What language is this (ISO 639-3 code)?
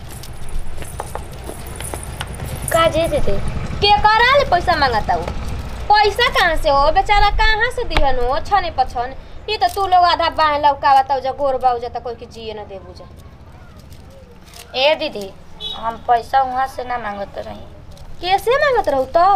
bho